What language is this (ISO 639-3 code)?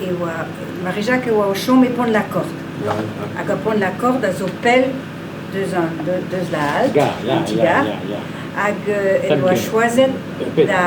bre